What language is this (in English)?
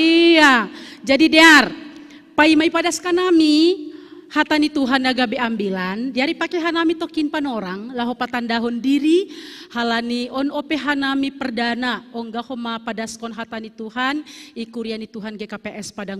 Batak Simalungun